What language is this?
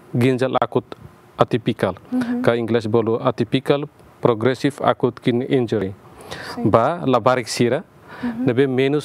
Tetum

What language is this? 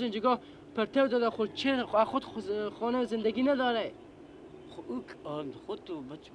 Persian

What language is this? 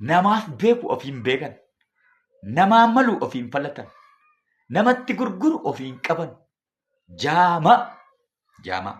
Oromo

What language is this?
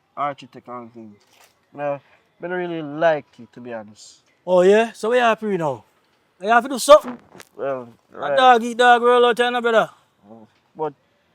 Jamaican Creole English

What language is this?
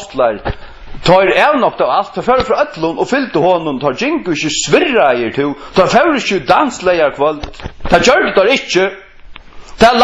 Faroese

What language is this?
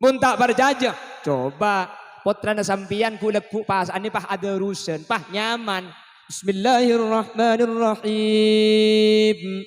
Madurese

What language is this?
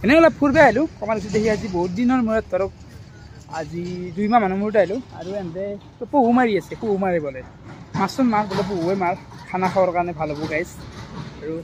Assamese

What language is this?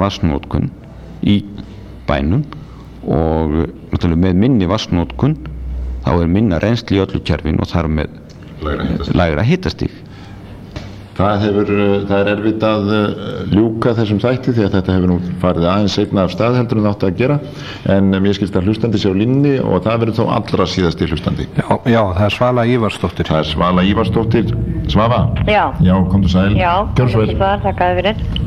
Icelandic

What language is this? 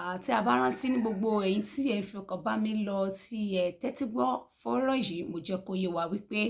Yoruba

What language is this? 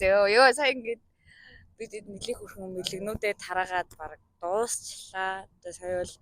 Mongolian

